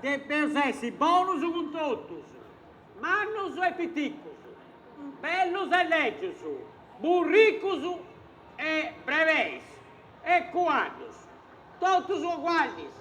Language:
Sardinian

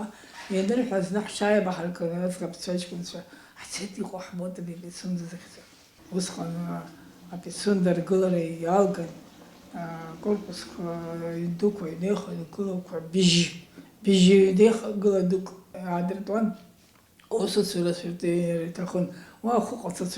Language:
Abkhazian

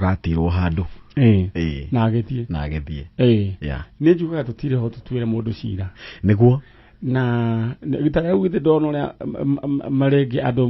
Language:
Kikuyu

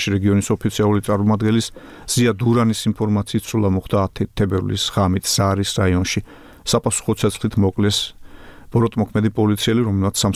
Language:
Georgian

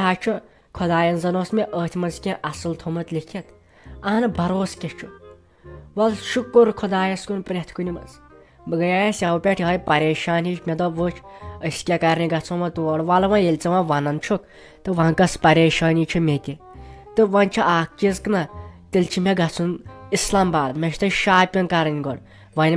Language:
Kashmiri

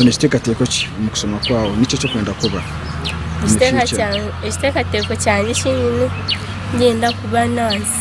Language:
Nyankole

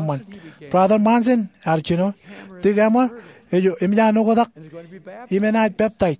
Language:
Marshallese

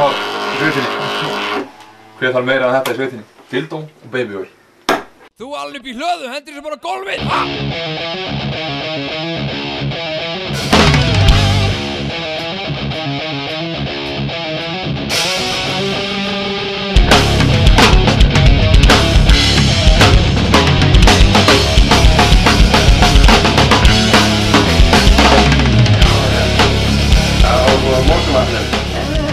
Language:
Icelandic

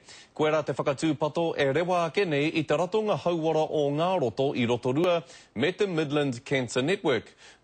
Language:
Māori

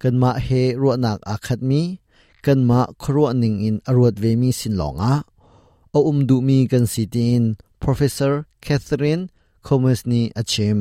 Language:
Hakha Chin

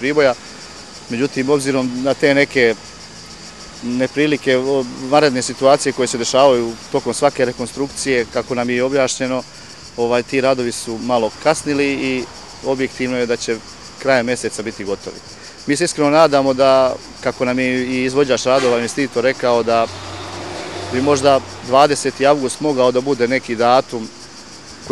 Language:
Serbian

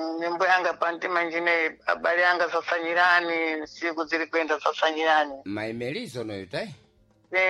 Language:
Sena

